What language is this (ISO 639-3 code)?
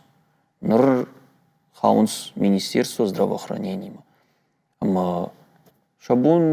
oss